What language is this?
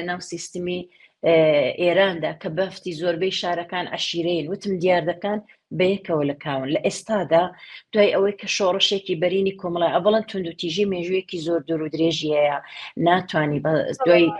Central Kurdish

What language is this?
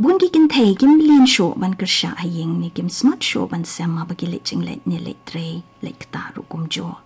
Khasi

